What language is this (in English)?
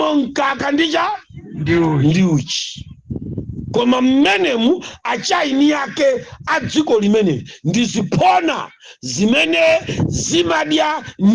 Nyanja